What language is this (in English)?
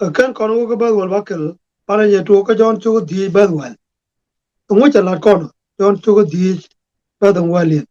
Nuer